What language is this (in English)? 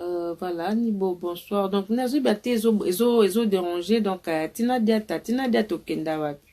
Lingala